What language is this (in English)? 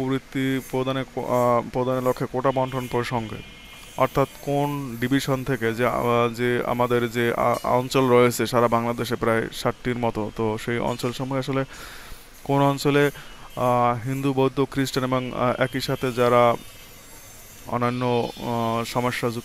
Bangla